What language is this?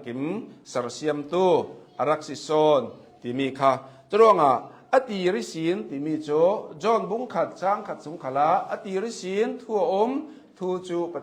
Hakha Chin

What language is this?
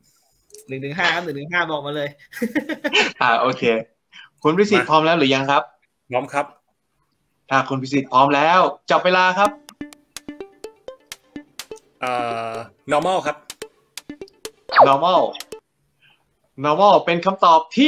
Thai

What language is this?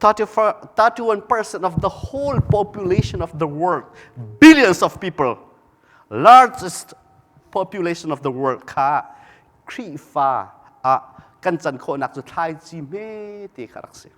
Hakha Chin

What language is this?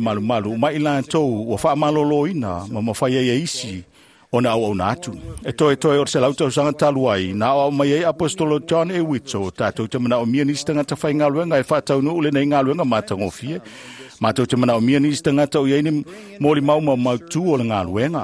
Samoan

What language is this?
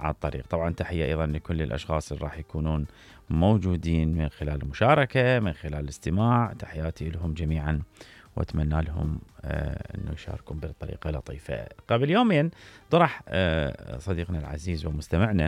Mesopotamian Arabic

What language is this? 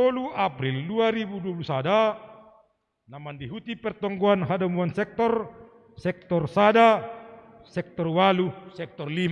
Batak Simalungun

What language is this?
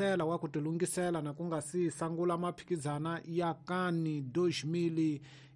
Tsonga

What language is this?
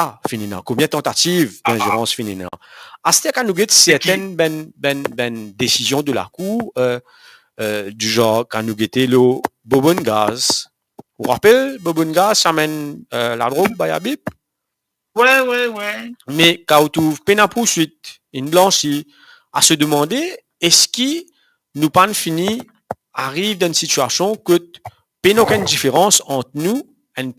Morisyen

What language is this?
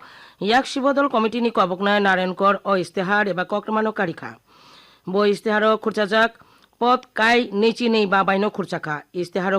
Kok Borok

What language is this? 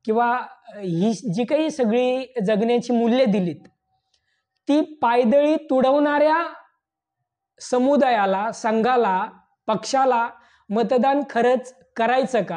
Marathi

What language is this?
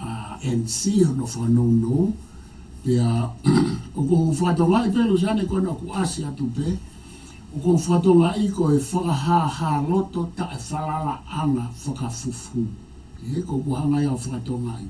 Tongan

